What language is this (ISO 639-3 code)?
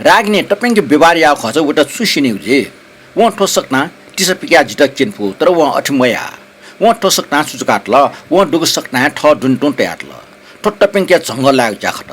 new